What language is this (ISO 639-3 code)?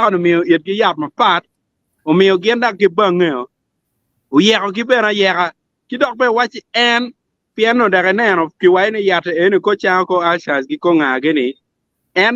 ach